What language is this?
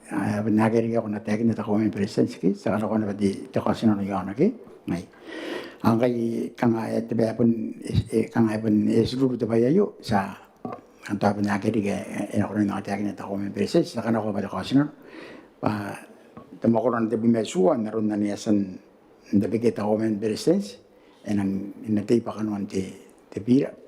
Gilbertese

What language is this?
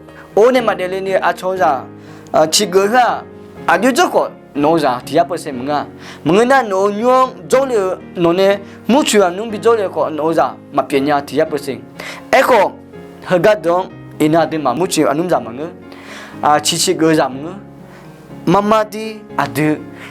Akha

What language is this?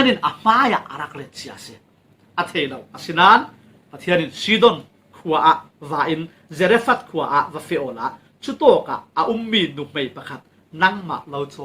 Falam Chin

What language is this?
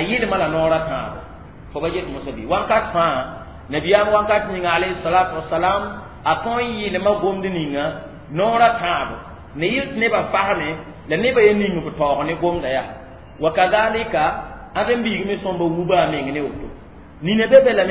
Mossi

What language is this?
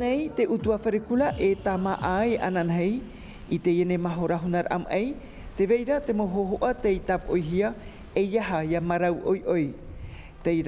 Tahitian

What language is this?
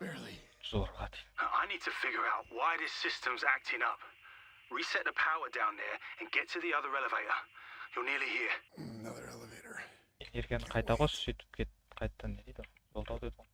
Kara-Kalpak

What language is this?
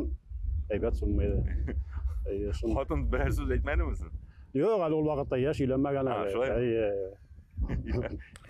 Tatar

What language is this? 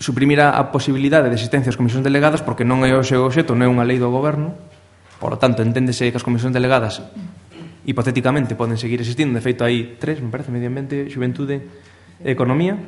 Galician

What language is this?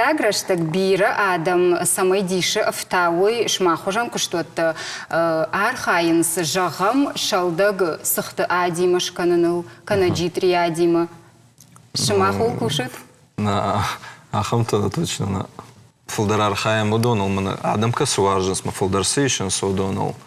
Ossetic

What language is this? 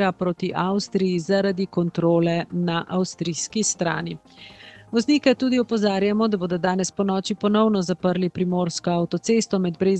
Slovenian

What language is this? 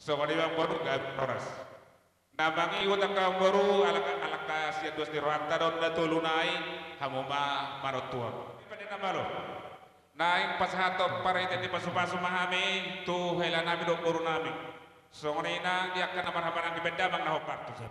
Batak Toba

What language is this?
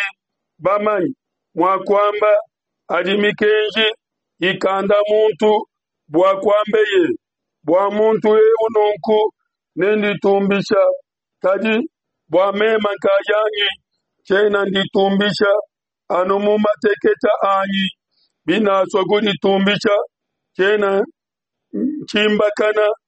Luba-Lulua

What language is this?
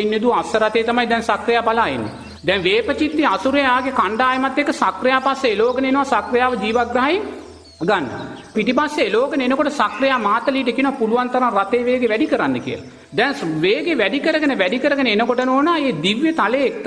Sinhala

